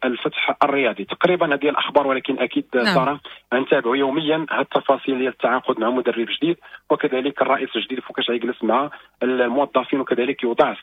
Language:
Moroccan Arabic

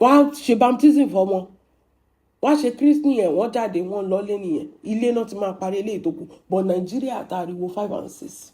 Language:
Yoruba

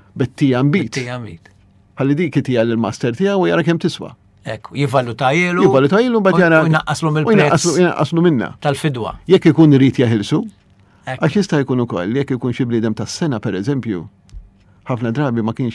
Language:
Maltese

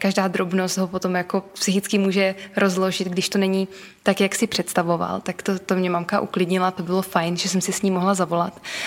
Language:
Czech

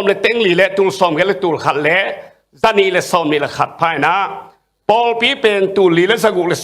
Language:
Tedim Chin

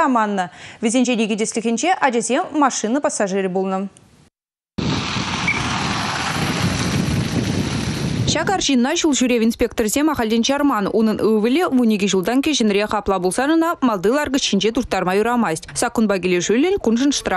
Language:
Chuvash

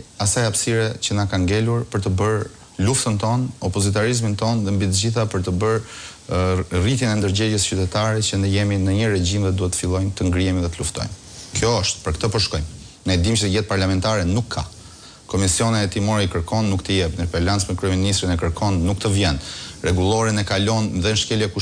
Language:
Albanian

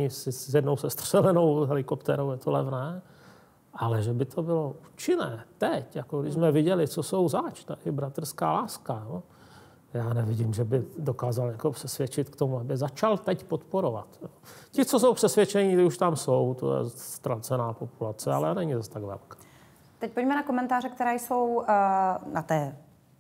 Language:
Czech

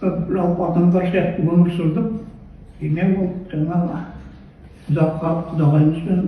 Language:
Kazakh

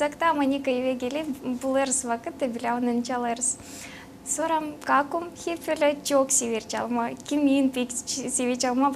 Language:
Gagauz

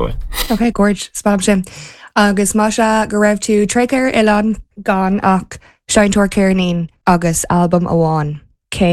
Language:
Irish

